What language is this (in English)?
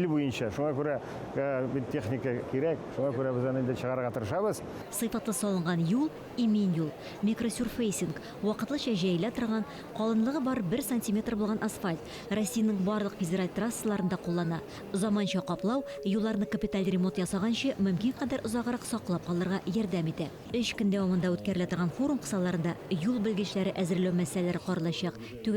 Tatar